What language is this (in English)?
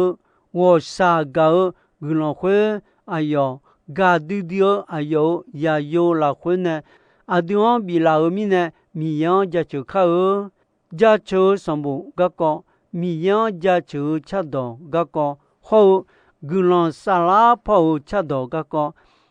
Akha